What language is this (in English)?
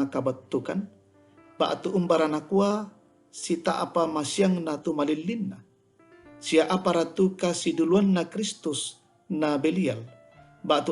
Toraja-Sa'dan